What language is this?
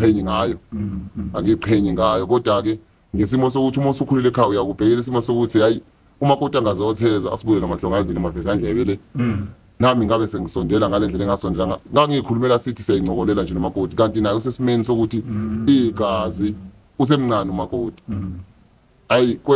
Zulu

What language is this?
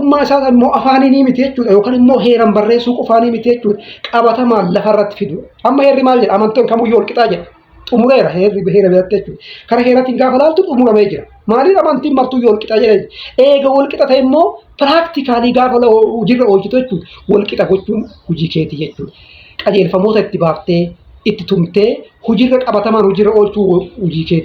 Oromo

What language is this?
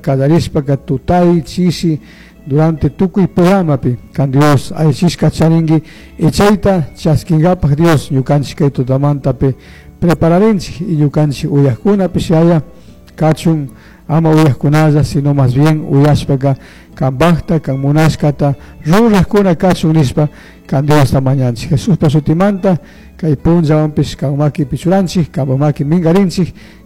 Chimborazo Highland Quichua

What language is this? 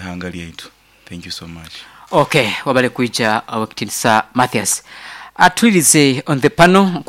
Nyoro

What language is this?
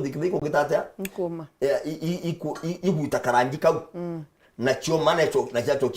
Meru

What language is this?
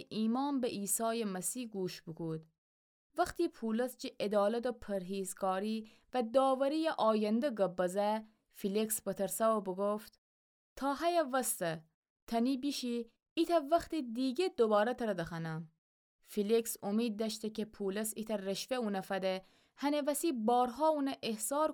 Gilaki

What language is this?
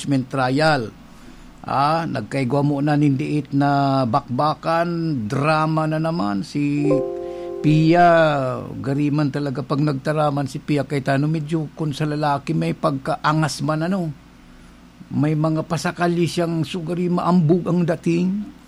Bikol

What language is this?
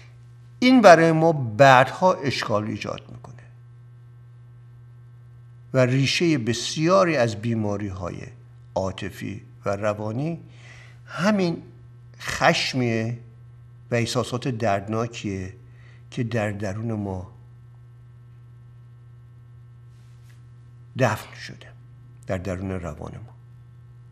Persian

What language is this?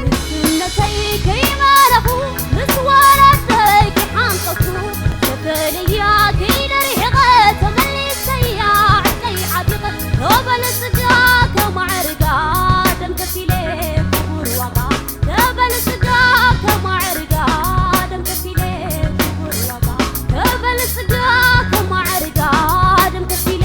Tigrinya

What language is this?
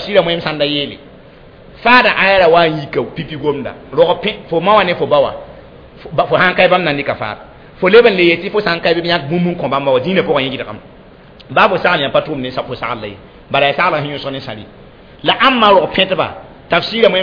Mossi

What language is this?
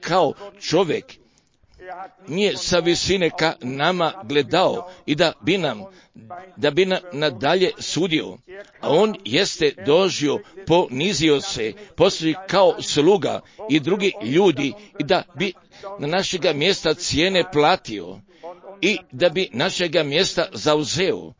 Croatian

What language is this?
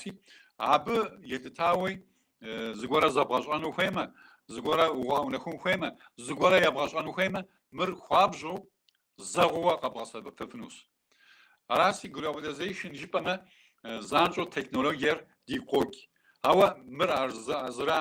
Kabardian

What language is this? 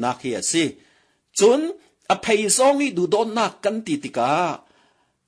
Falam Chin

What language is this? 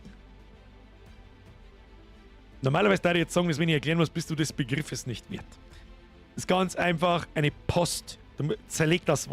Bavarian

